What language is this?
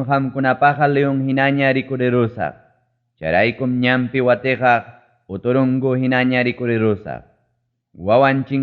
Ayacucho Quechua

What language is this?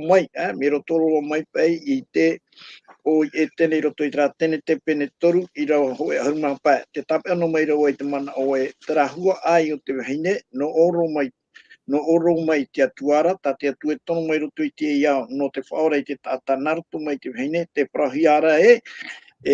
Tahitian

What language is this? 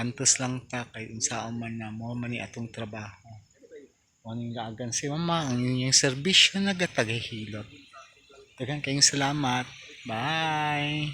Cebuano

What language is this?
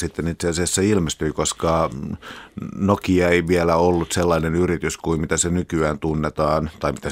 Finnish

